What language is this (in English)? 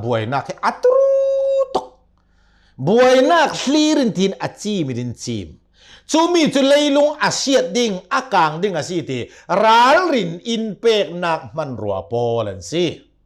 Hakha Chin